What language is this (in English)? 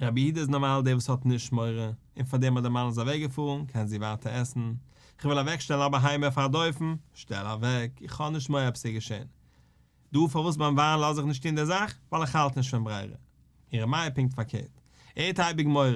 Yiddish